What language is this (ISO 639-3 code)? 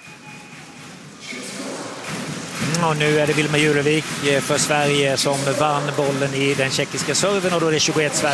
swe